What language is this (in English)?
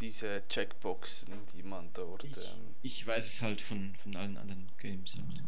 Swiss German